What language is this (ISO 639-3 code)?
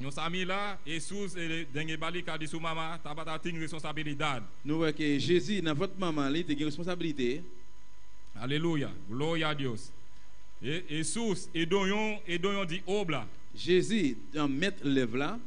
pap